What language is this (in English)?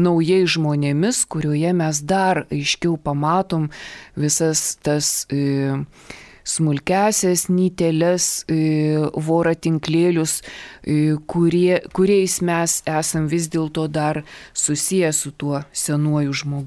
Lithuanian